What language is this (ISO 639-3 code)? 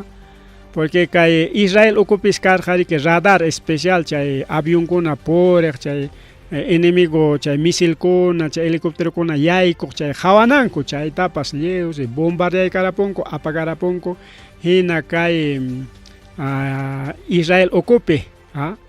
quy